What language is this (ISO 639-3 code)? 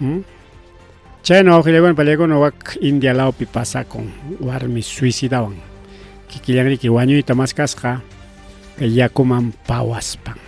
quy